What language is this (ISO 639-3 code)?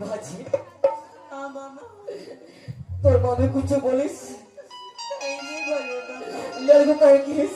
hne